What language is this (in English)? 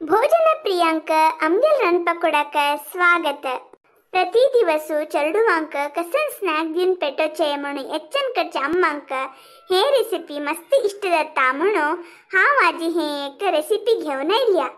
Konkani